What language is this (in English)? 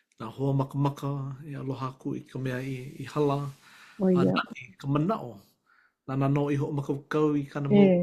Hawaiian